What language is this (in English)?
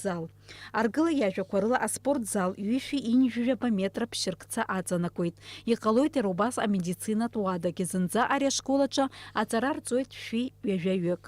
Abkhazian